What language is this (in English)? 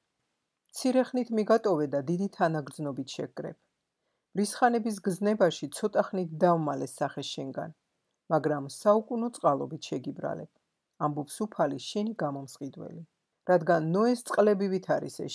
Georgian